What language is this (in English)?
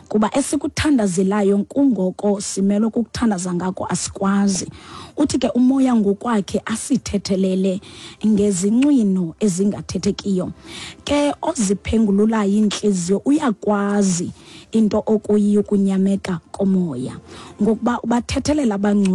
Xhosa